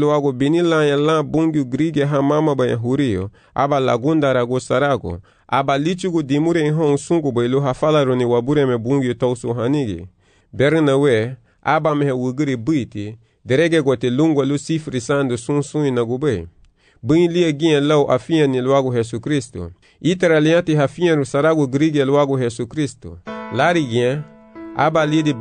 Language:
Garifuna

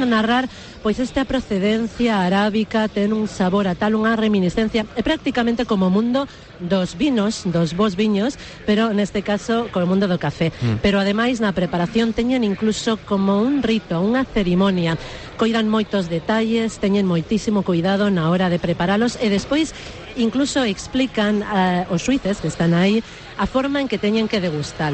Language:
Galician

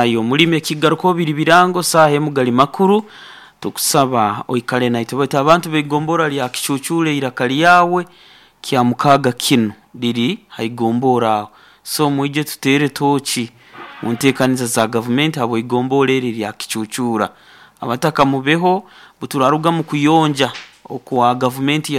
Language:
Nyoro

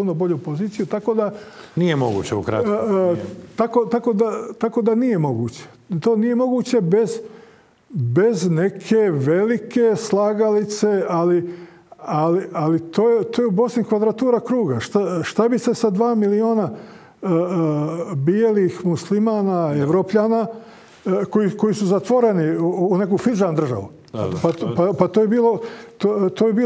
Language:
Croatian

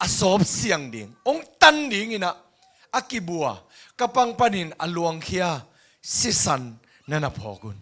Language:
Tedim Chin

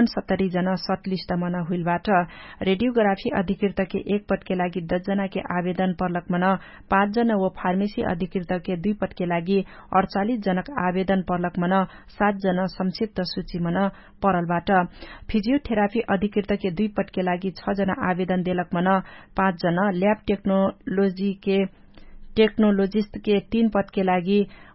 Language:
Dangaura Tharu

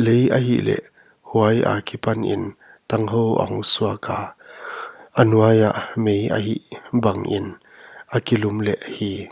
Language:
Paite Chin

